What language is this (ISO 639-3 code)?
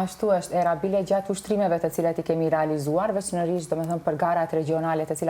sqi